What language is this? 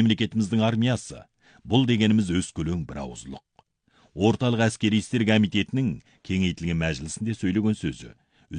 Kazakh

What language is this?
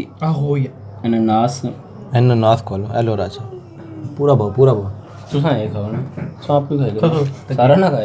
Pahari-Potwari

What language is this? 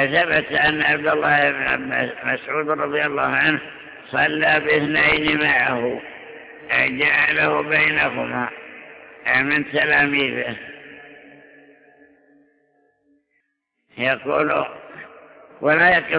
Arabic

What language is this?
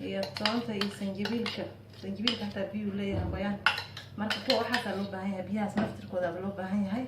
Somali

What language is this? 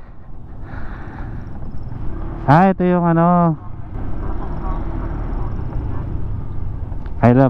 Filipino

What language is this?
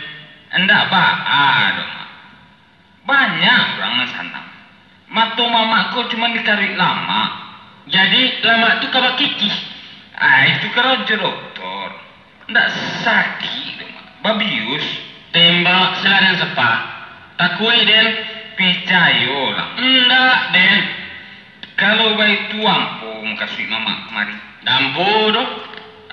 Minangkabau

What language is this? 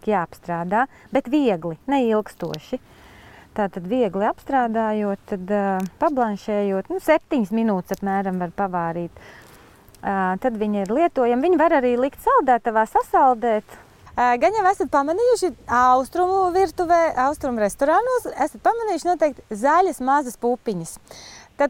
Latvian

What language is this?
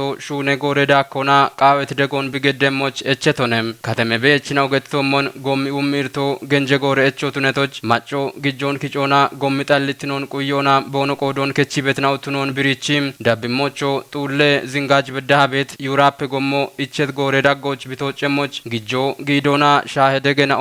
Kafa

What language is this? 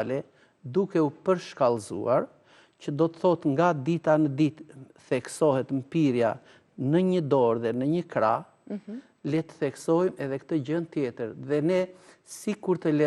Albanian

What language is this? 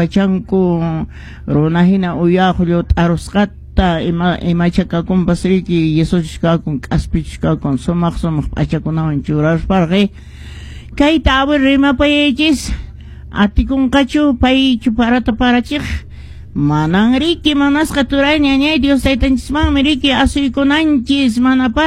Quechua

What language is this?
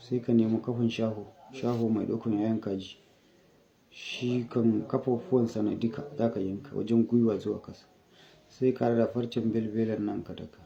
Hausa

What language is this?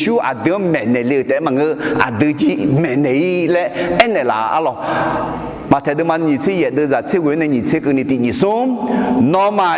Akha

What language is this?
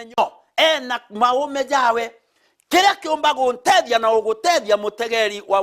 Meru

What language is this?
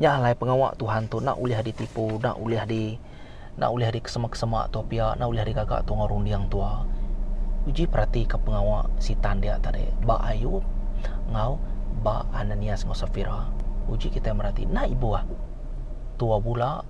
Iban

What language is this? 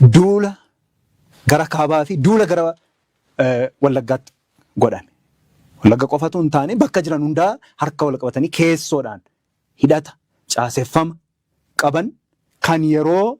Oromo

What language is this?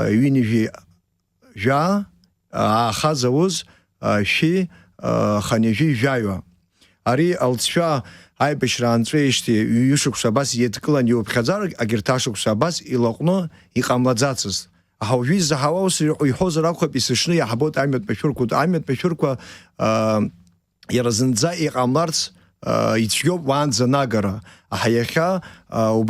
Abkhazian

